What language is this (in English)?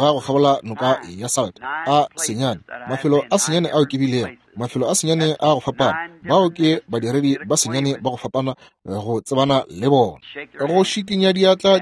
Northern Sotho